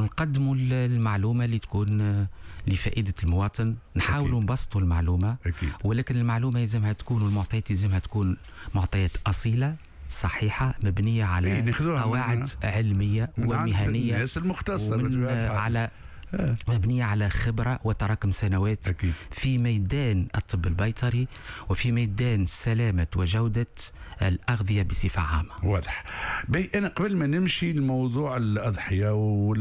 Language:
Tunisian Arabic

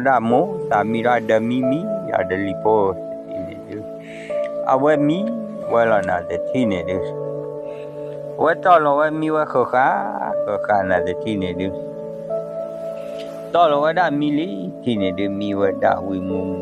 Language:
S'gaw Karen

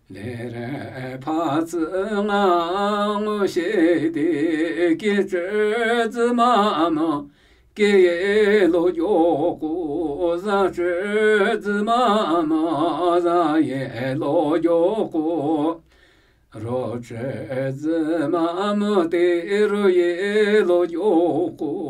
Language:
Namuyi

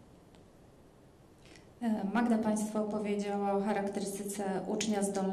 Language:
Polish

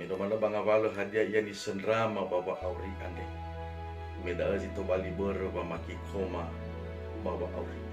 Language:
Nias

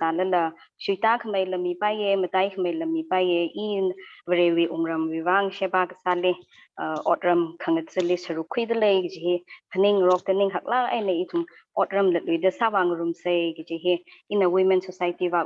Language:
Tangkhul Naga (India)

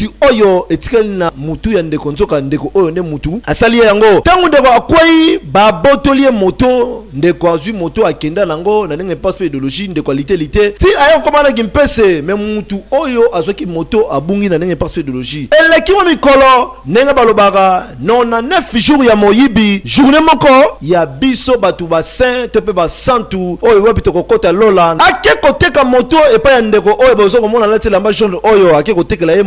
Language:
Lingala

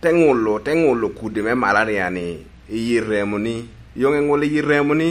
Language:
Lango (Uganda)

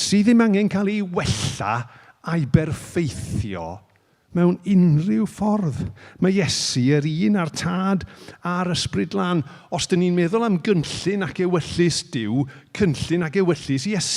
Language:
Welsh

